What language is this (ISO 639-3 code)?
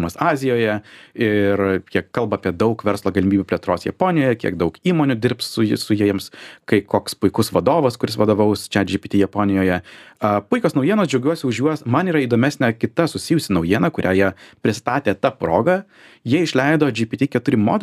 lit